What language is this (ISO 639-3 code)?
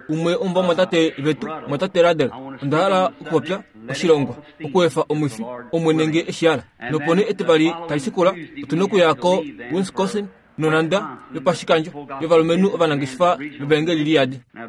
kua